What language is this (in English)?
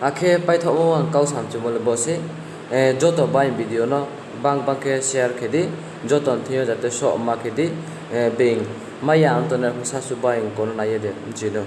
Riang (India)